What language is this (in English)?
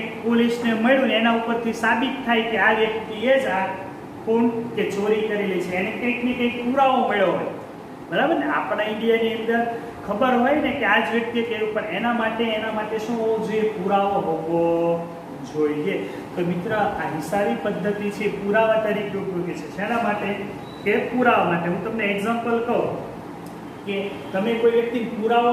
Gujarati